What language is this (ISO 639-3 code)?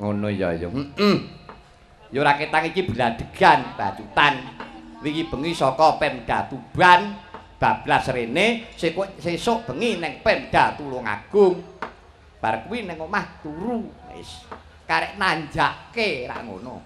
jav